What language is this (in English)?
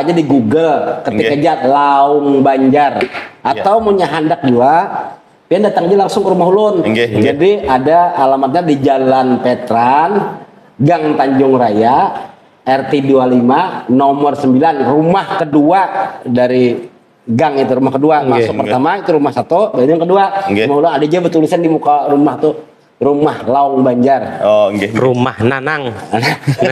Banjar